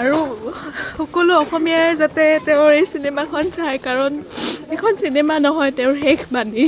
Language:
Assamese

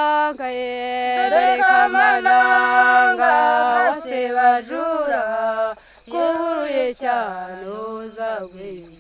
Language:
Kinyarwanda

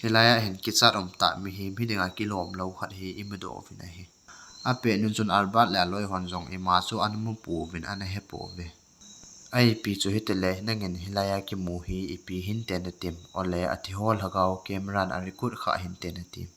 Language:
Thado Chin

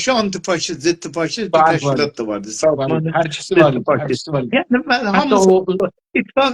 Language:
South Azerbaijani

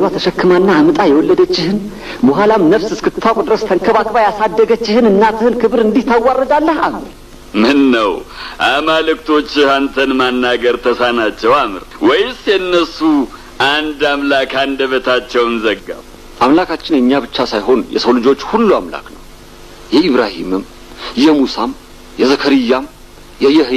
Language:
Amharic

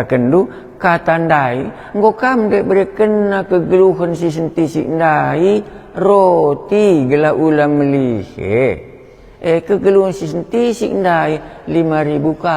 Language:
Batak Karo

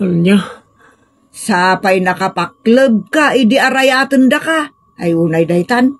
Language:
Iloko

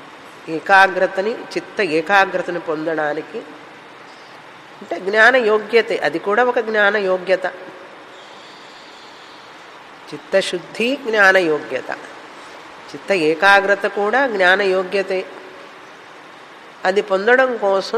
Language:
Telugu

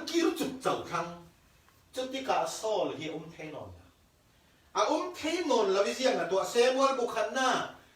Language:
Falam Chin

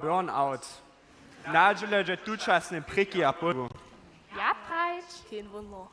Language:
Upper Sorbian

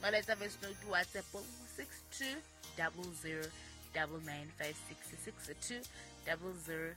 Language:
Southern Sotho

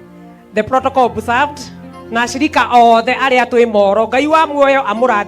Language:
Kikuyu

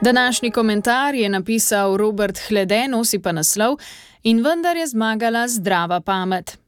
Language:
Slovenian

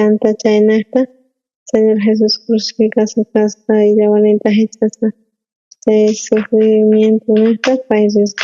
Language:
South Bolivian Quechua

